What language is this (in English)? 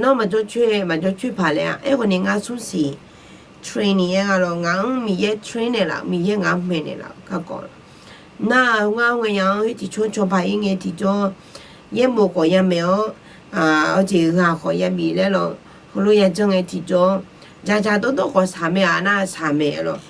Akha